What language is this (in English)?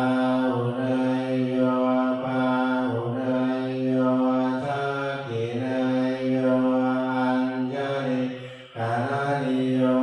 Pali